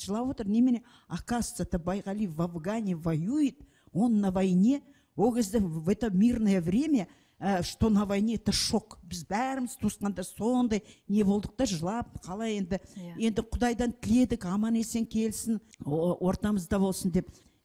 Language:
Kazakh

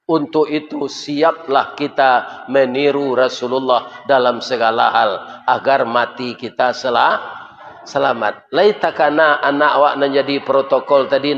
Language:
Minangkabau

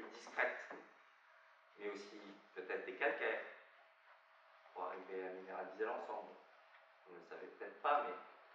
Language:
French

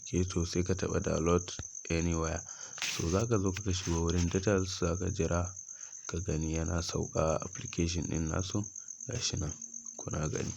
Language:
Hausa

